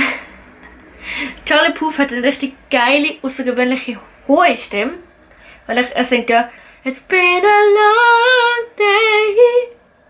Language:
Swiss German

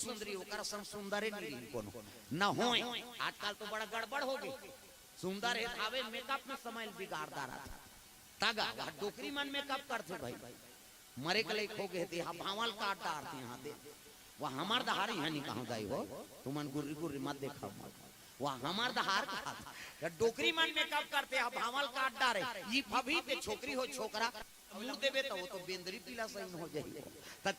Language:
Chhattisgarhi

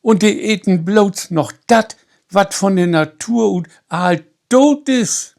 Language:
Low German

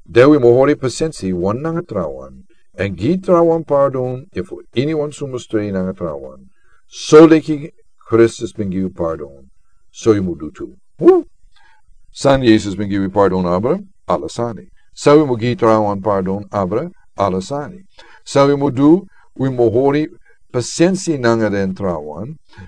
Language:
Sranan Tongo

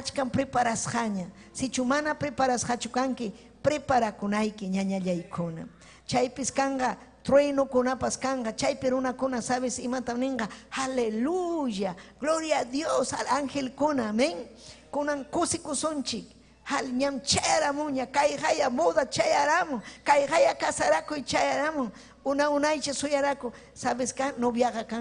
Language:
Ayacucho Quechua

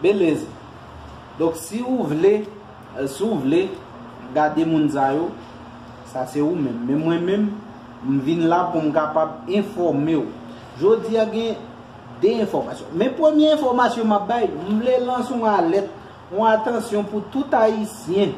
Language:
Haitian Creole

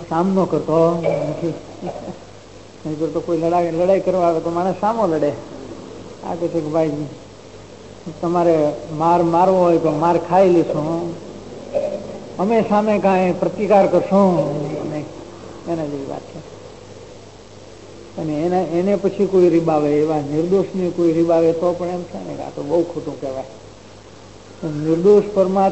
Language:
Gujarati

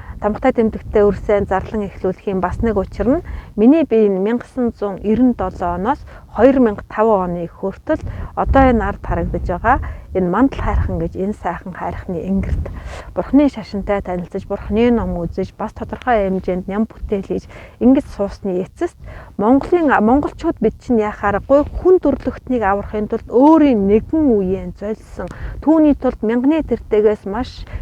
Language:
Mongolian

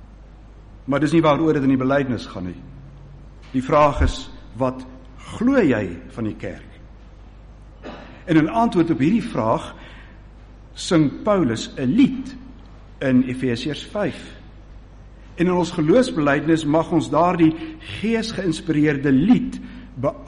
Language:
Afrikaans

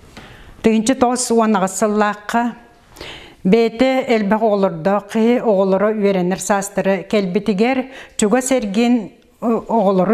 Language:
Yakut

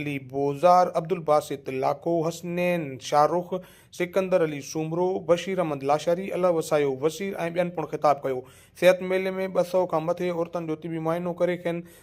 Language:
Sindhi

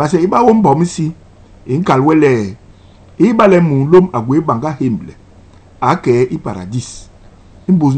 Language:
Basaa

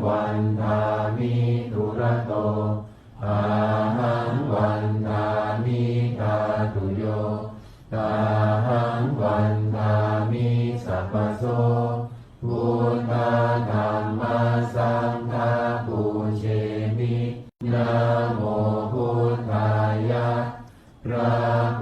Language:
Pali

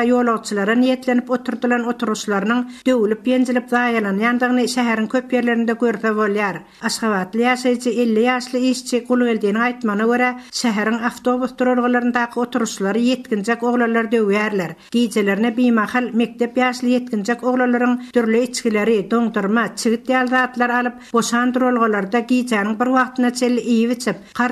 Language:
Turkmen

